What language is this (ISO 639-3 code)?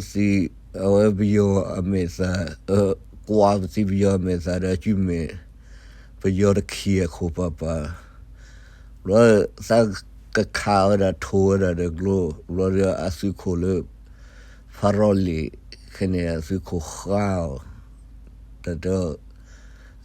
ksw